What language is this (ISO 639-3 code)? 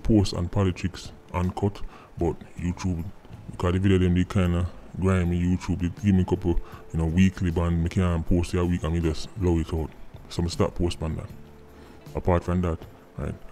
jam